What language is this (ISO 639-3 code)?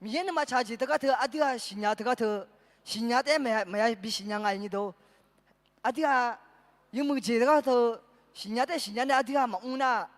ahk